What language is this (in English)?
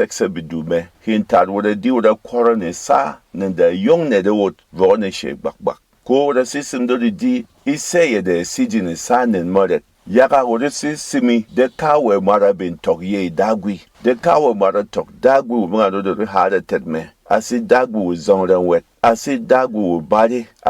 Berom